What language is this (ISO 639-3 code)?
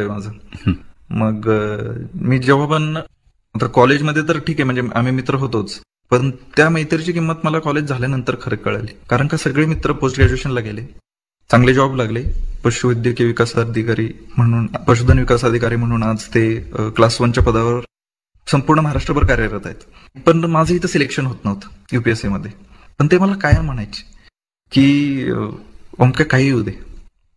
mar